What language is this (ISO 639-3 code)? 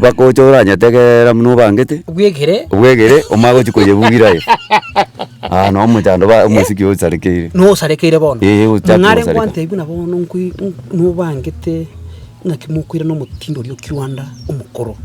guz